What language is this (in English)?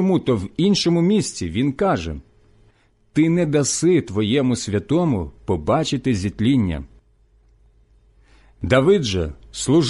Ukrainian